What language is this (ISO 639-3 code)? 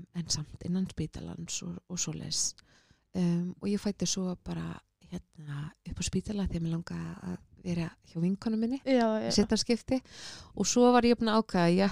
isl